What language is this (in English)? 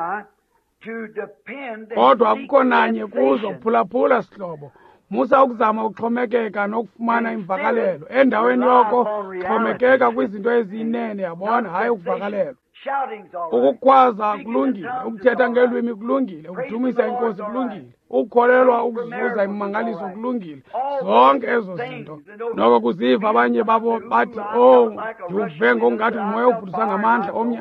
Xhosa